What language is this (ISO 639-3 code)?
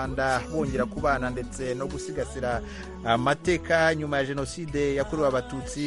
kin